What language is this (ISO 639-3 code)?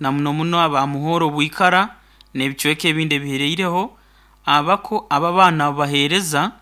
nyo